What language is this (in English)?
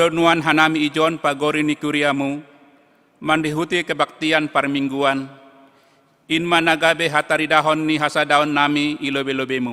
Batak Simalungun